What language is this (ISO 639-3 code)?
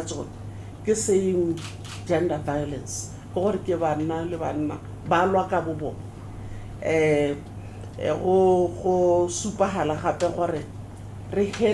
tsn